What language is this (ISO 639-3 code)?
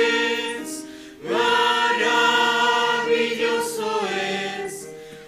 aym